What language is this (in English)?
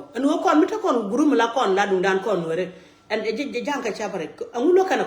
Nuer